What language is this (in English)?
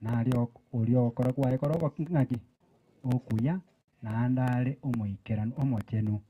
Gusii